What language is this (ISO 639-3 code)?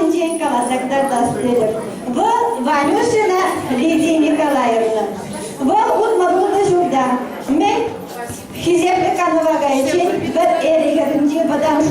chv